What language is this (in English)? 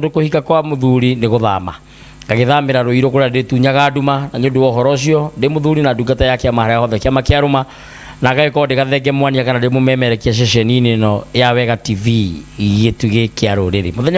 Kikuyu